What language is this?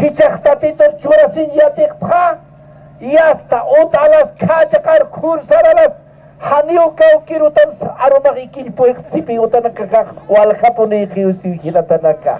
Aymara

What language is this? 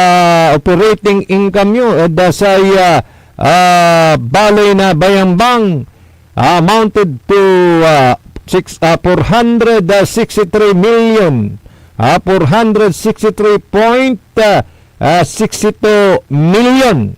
Pangasinan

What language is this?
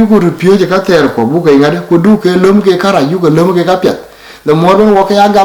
Dinka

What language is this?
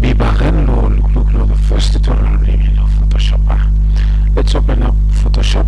Bislama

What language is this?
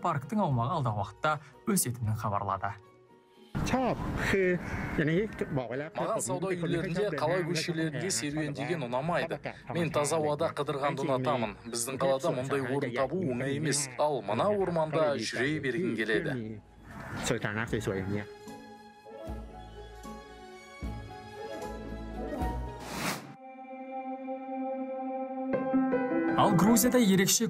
Kazakh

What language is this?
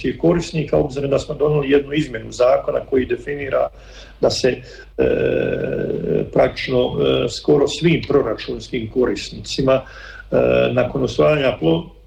Croatian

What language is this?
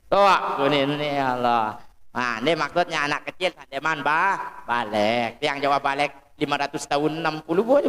Sasak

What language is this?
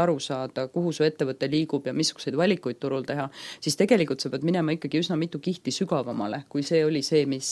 Estonian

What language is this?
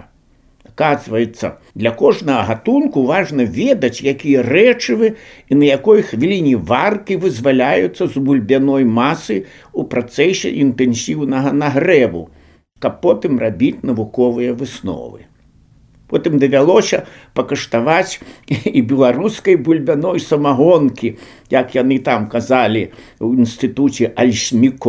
Belarusian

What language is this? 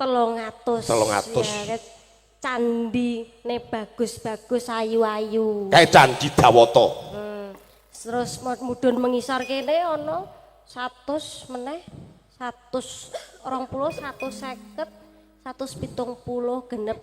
Javanese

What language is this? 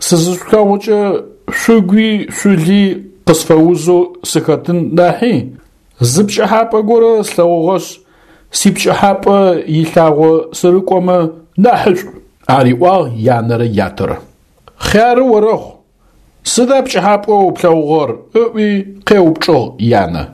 Adyghe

